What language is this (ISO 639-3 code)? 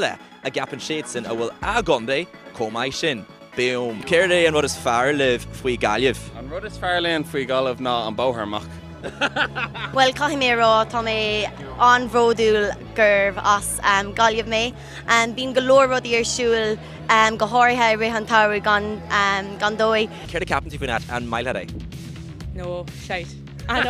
gle